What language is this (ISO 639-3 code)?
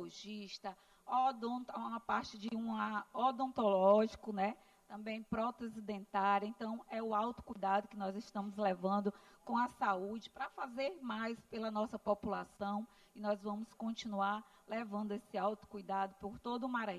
por